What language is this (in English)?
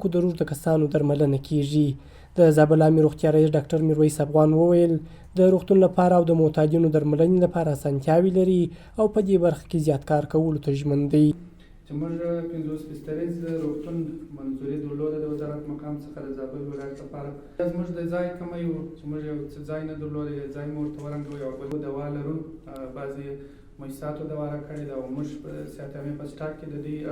Pashto